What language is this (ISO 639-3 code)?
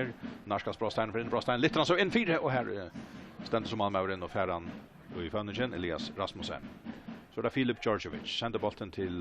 fao